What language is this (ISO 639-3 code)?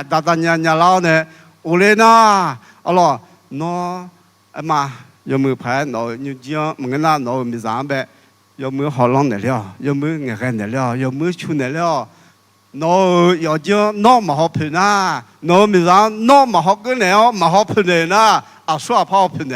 ahk